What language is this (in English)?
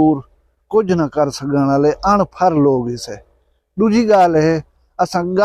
Saraiki